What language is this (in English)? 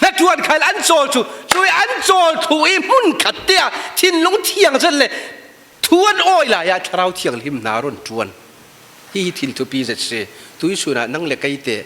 Falam Chin